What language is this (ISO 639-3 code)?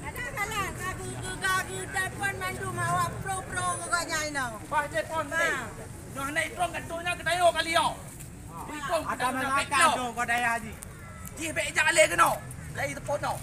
ace